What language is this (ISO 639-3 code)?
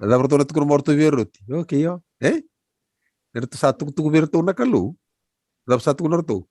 fij